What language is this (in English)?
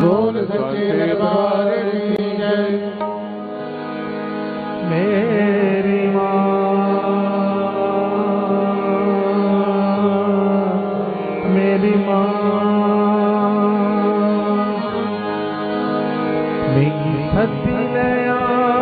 Hindi